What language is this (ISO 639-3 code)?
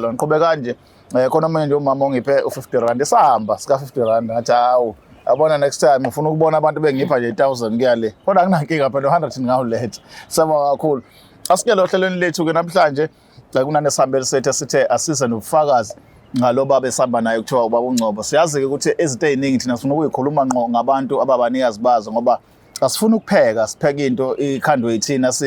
zul